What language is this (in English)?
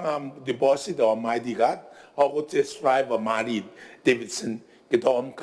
Gilbertese